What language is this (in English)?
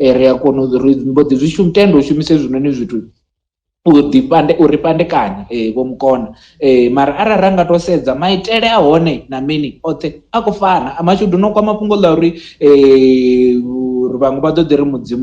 Venda